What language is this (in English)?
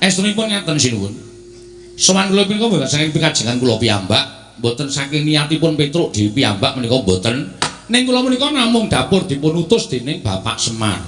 Javanese